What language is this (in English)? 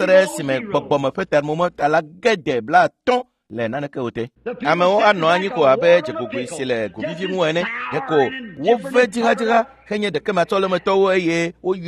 Ewe